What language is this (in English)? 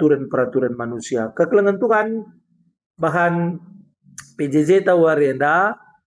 Batak Karo